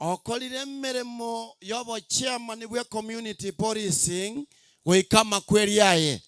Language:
Gusii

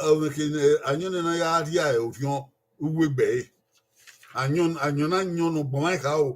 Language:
Bini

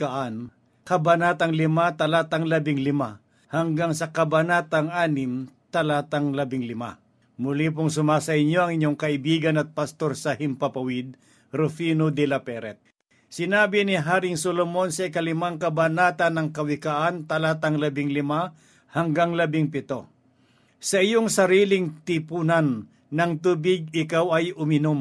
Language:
Filipino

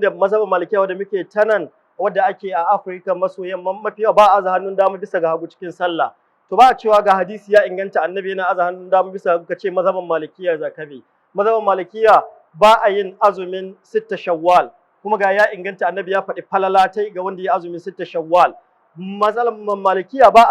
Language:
Hausa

